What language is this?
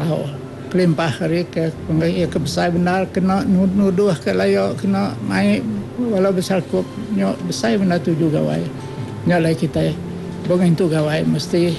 Iban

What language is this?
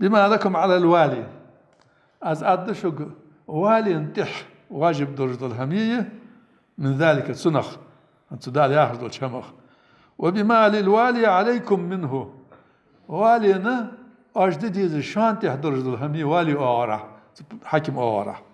Ingush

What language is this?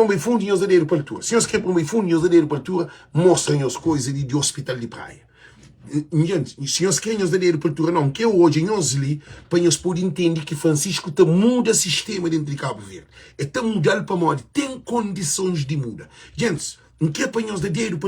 Kabuverdianu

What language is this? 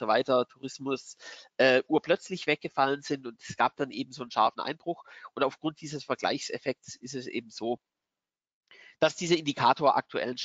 German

